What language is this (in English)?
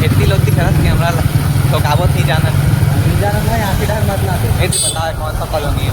Chhattisgarhi